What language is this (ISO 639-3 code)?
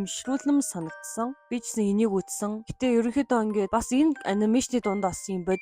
mon